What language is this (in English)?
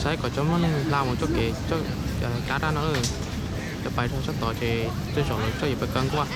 Hmong